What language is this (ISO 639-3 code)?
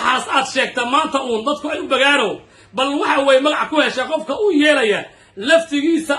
som